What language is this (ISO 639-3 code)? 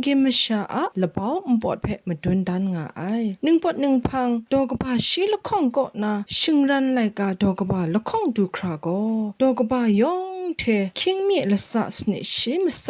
kac